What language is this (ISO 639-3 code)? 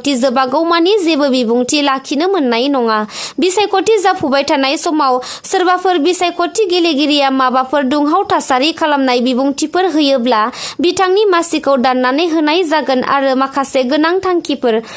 brx